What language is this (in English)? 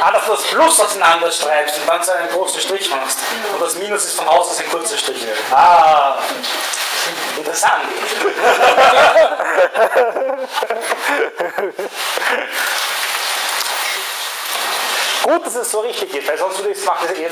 German